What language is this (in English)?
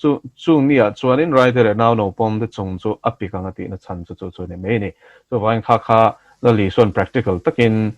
Mizo